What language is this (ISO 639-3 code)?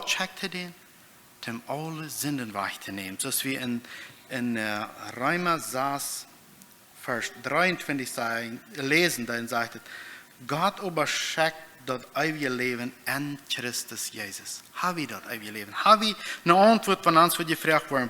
pdt